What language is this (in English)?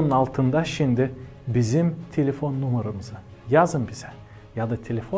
Gagauz